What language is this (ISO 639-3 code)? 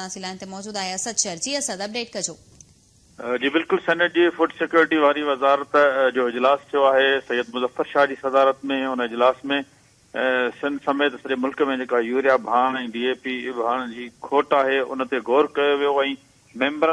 snd